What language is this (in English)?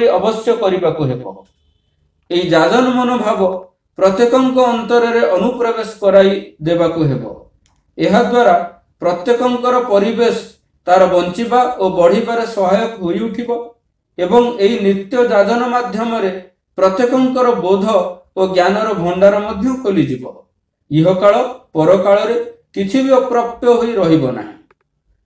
Odia